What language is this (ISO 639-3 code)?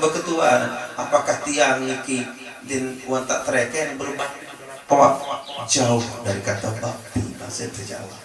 sas